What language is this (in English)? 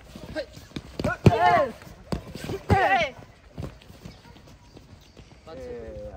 Greek